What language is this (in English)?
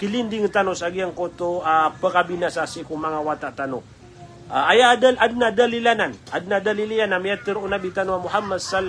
Maranao